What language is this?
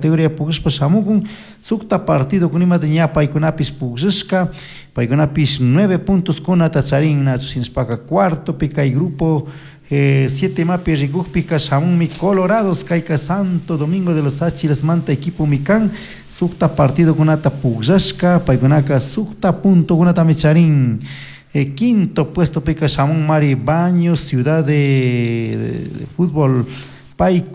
Chimborazo Highland Quichua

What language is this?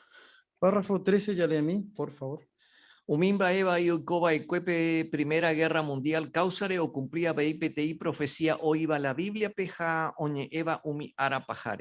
Guarani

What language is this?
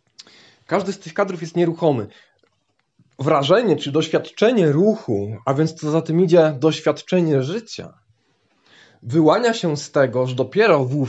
Polish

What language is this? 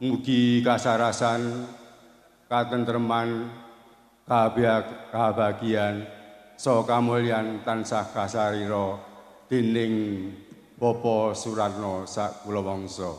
Javanese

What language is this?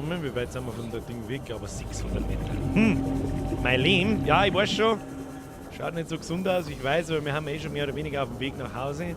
Bavarian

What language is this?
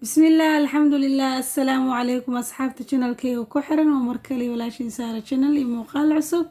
Somali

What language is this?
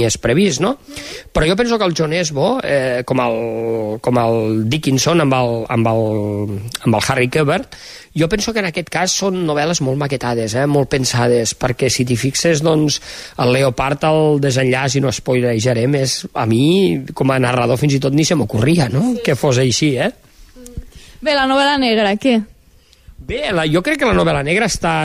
Catalan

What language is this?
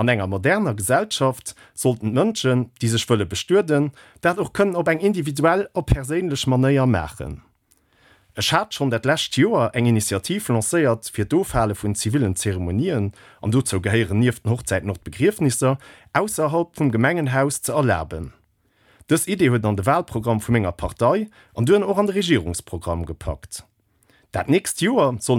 Luxembourgish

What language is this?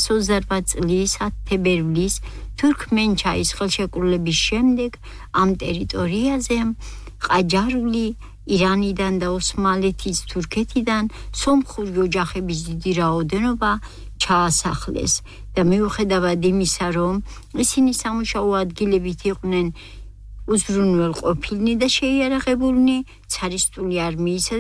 Georgian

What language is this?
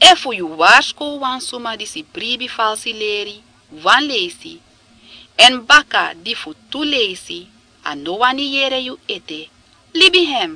Sranan Tongo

